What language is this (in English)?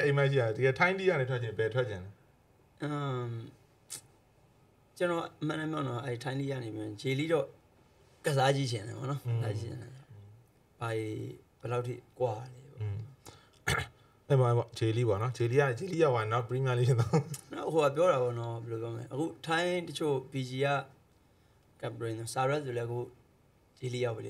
Burmese